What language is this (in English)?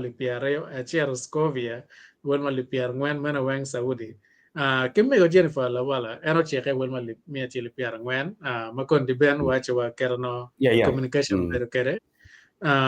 Acoli